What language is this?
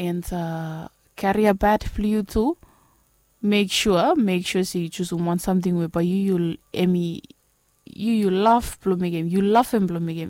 Bislama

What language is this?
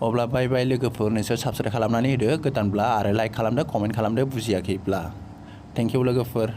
Bodo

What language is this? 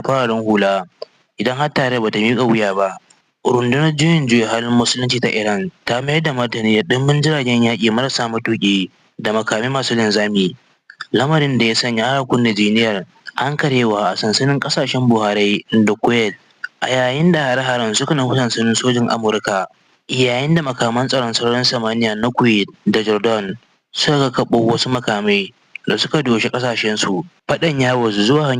Hausa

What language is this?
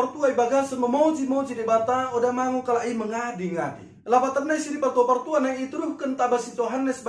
Batak Dairi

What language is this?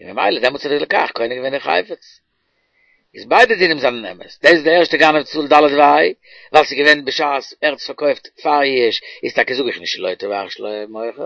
Yiddish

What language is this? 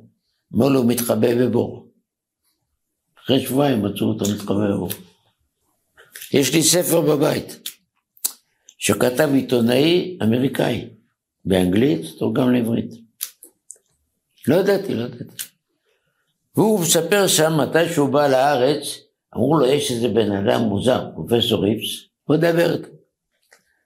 Hebrew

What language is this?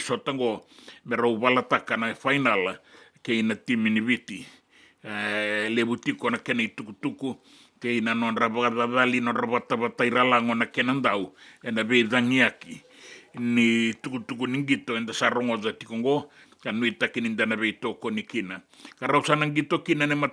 Fijian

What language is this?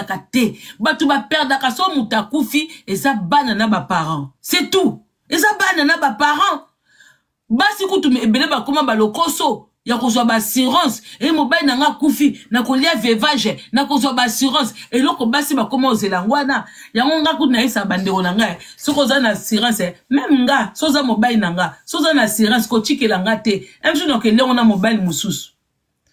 Lingala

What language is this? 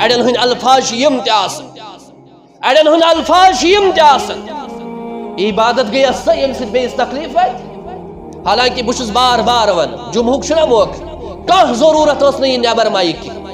Kashmiri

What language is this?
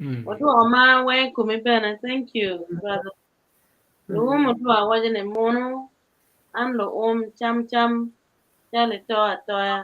Acoli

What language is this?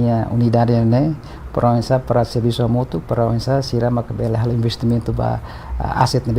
Tetum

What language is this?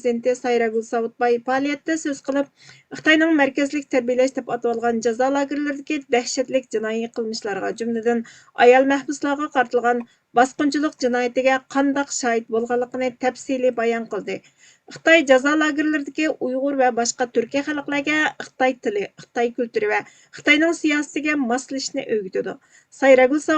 Uyghur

